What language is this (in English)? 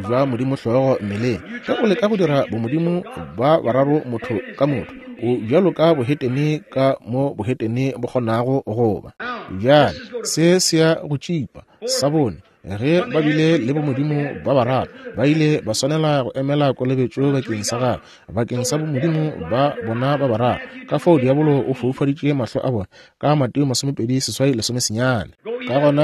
Northern Sotho